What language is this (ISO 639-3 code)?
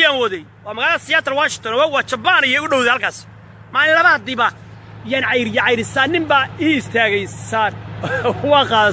som